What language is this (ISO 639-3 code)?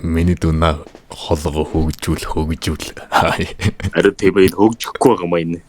mon